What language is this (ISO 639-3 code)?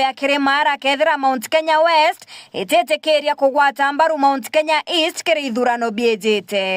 mer